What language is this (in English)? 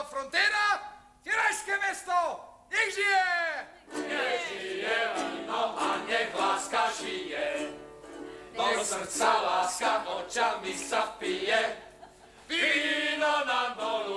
Slovak